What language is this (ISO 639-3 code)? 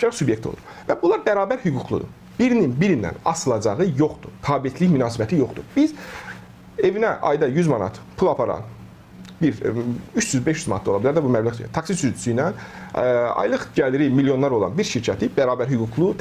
aze